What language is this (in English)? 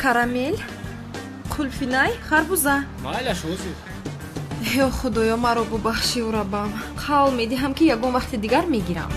Tajik